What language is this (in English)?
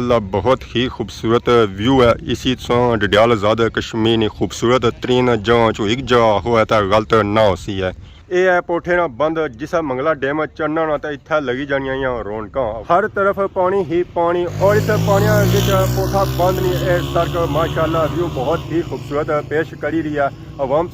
Pahari-Potwari